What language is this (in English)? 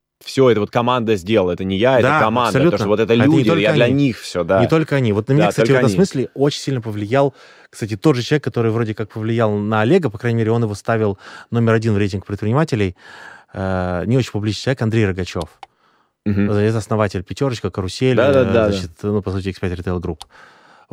Russian